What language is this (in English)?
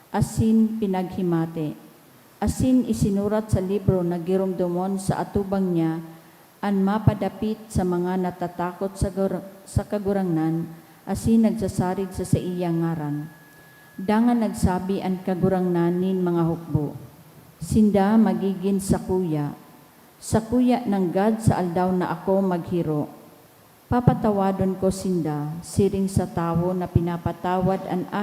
Bikol